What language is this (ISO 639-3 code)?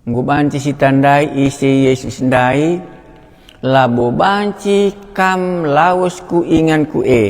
btx